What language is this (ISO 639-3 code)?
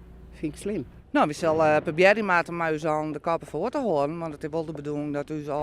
fry